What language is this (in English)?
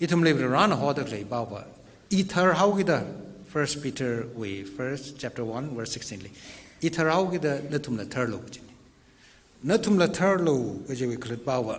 Tangkhul Naga (India)